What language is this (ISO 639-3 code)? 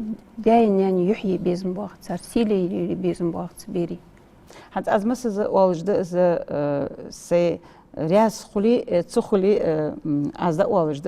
inh